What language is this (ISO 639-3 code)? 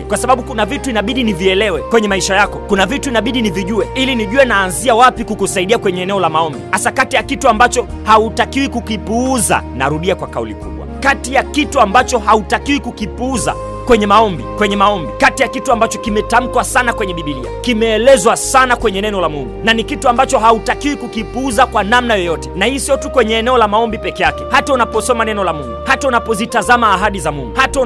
swa